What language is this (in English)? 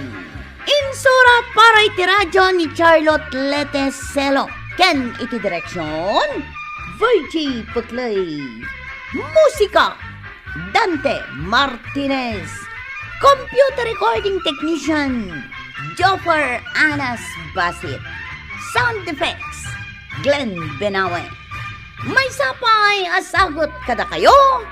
Iloko